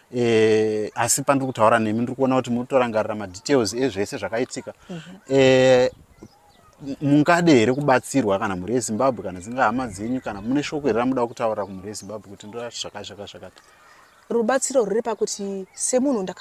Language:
Shona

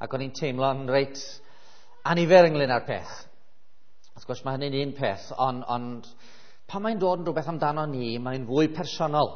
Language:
Welsh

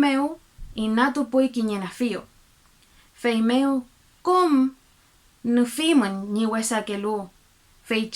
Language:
Mapuche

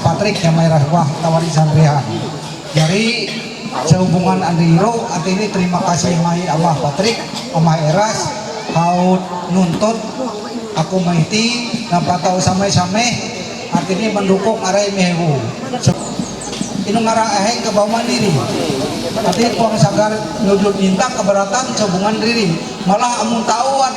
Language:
Ma'anyan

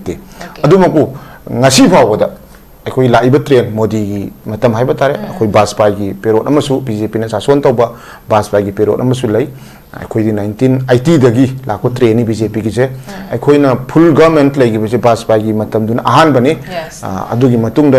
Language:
Manipuri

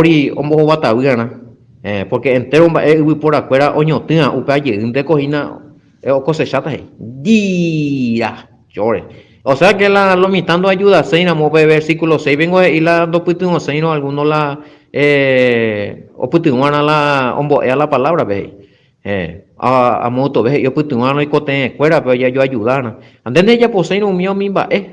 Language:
Guarani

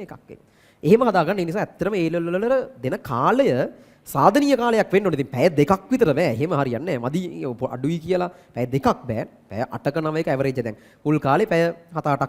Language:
Sinhala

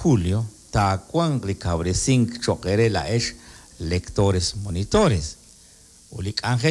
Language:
Kekchí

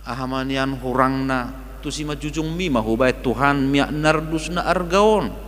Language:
Batak Toba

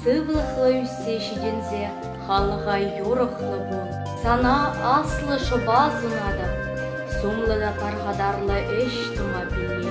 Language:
Chuvash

